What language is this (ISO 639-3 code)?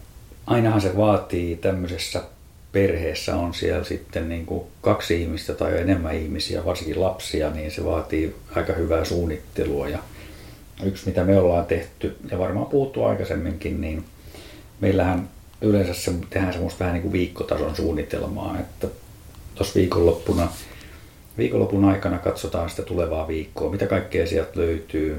fin